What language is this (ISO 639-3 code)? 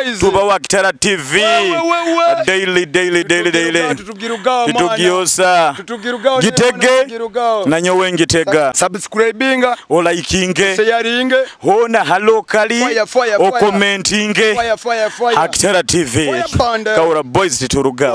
nyo